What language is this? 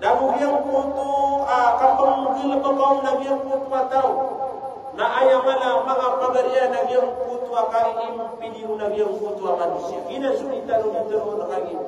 Maranao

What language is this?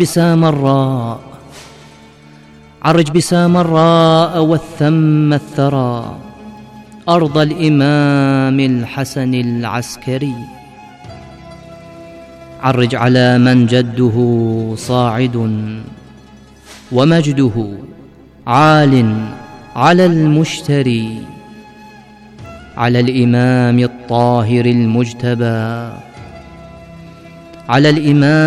Arabic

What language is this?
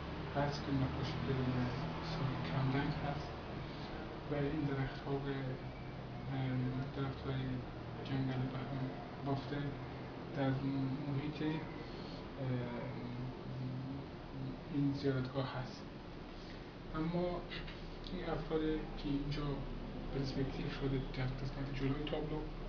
Persian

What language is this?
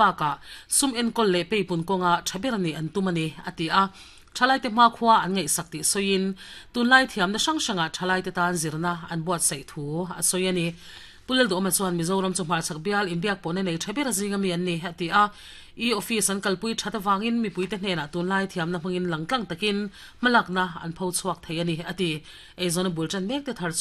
Mizo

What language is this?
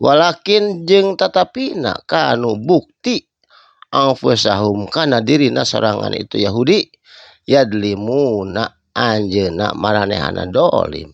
Sundanese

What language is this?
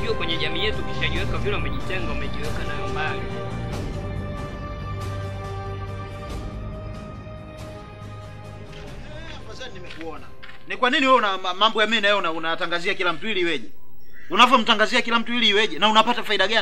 Swahili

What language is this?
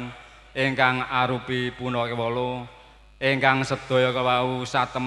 Javanese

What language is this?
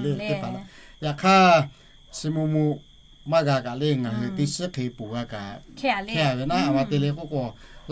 Lahu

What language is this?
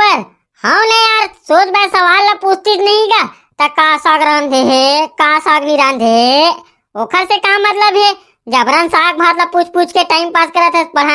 Chhattisgarhi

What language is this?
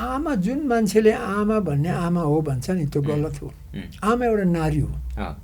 Nepali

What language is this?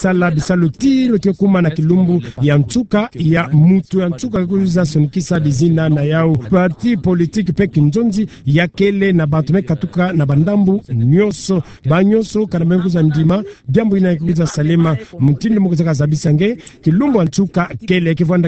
Kituba (Democratic Republic of Congo)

